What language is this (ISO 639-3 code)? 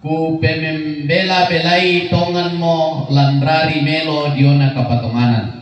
sda